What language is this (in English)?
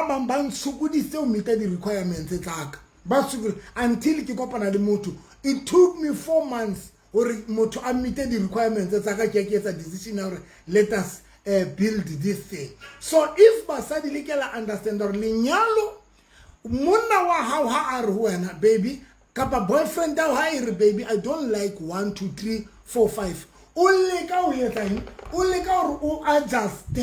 Southern Sotho